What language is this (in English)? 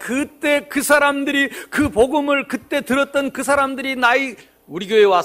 Korean